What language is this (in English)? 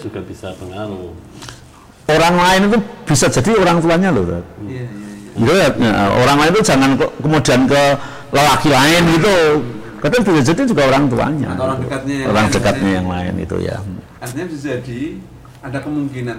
Indonesian